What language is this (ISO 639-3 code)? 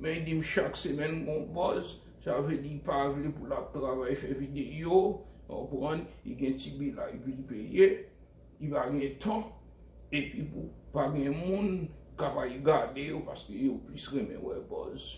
hat